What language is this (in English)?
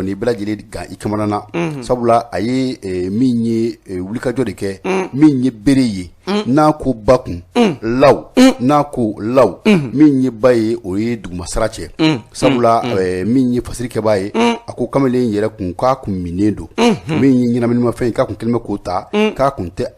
Bambara